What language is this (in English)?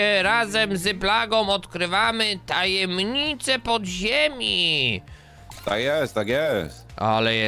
Polish